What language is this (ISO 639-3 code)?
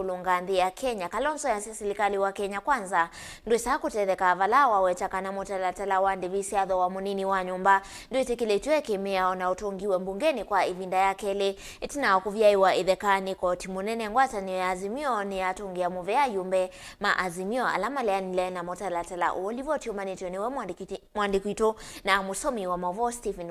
kam